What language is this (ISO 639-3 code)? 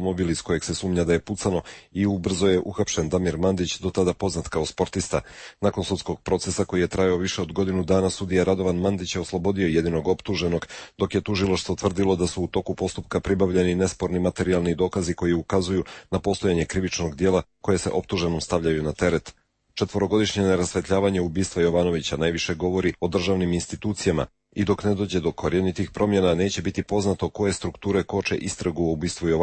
srp